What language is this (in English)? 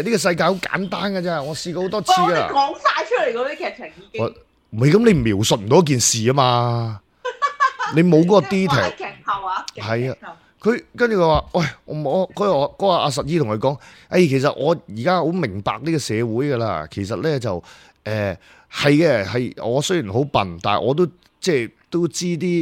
Cantonese